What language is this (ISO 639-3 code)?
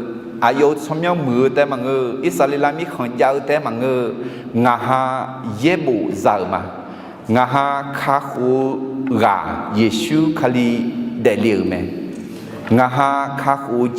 ahk